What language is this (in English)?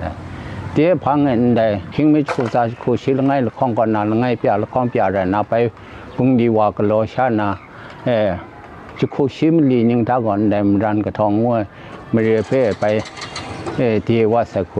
Kachin